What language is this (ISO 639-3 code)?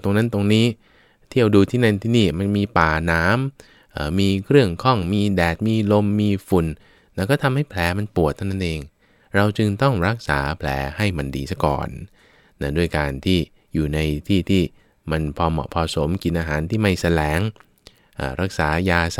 tha